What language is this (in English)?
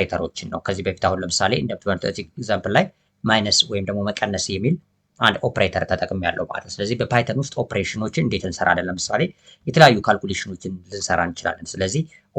Amharic